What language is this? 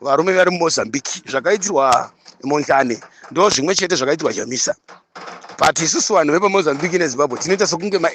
Shona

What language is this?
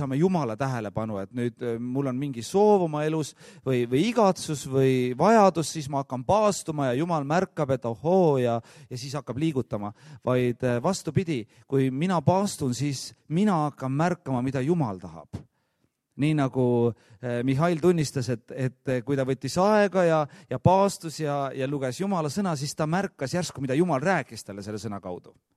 Estonian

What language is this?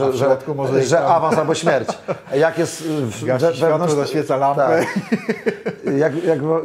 Polish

